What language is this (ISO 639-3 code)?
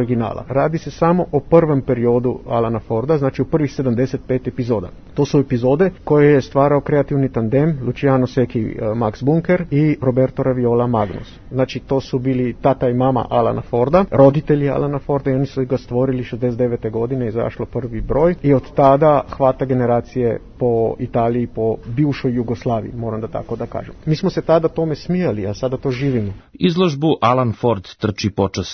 srp